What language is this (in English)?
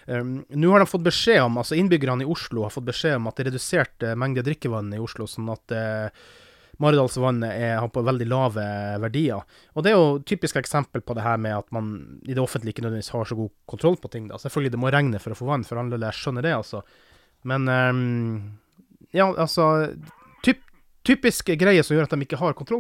Norwegian